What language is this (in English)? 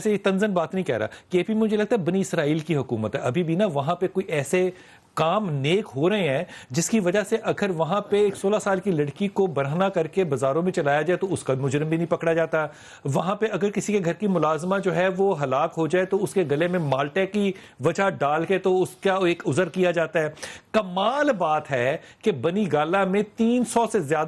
Urdu